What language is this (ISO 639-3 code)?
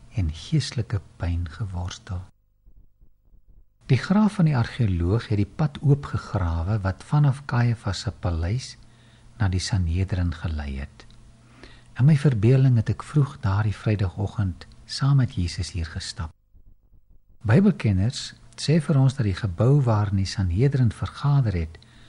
afr